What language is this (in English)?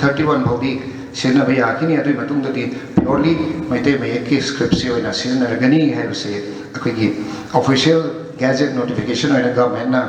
Manipuri